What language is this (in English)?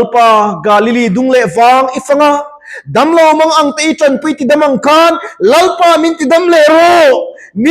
Mizo